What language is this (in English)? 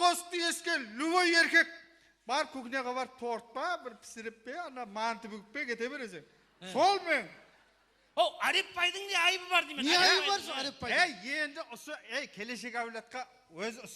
Kara-Kalpak